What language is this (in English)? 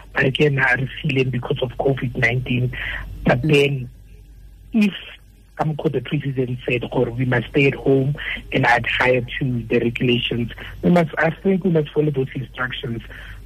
Tswana